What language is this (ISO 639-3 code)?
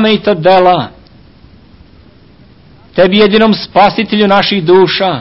srp